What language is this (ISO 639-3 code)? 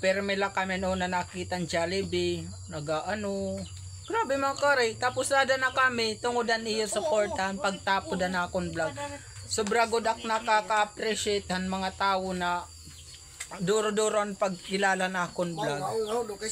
war